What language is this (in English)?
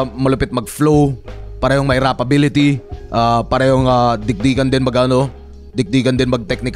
Filipino